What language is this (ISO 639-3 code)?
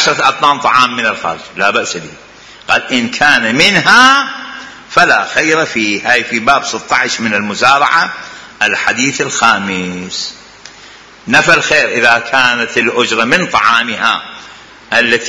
acm